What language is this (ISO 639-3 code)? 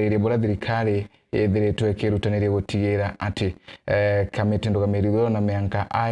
mer